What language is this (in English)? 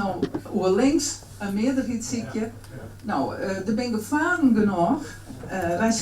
Western Frisian